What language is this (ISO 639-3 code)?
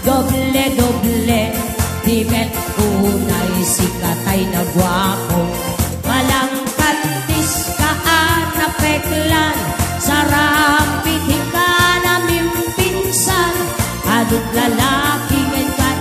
ilo